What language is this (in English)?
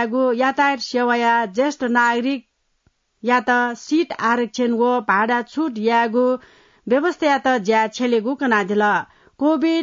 Newari